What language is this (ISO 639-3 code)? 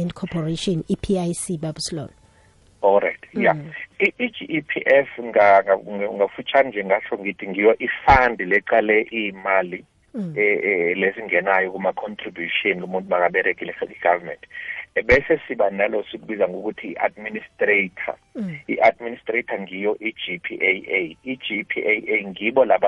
nbl